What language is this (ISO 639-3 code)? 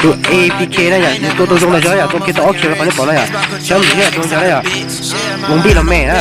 hmn